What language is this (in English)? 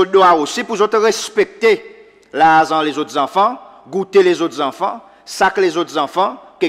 Seselwa Creole French